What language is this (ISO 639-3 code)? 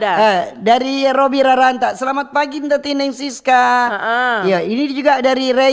xmm